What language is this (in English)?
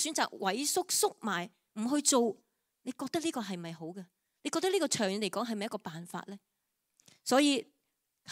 Cantonese